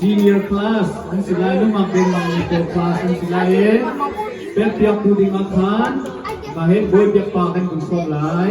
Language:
Hakha Chin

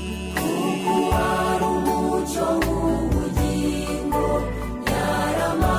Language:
Kinyarwanda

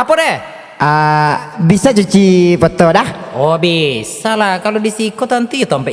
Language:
Minangkabau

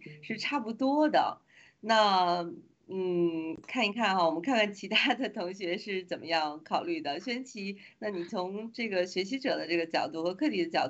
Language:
Chinese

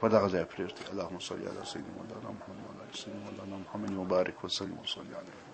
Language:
Pashto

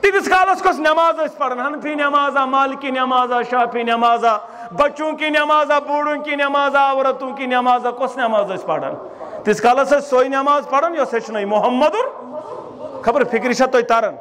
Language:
Kashmiri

